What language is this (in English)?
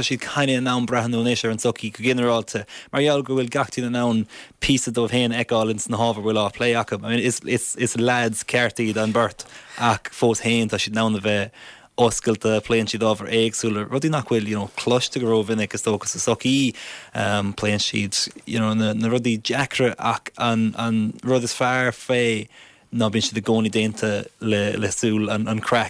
Irish